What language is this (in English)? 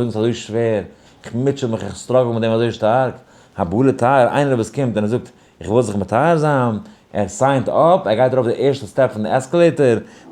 Yiddish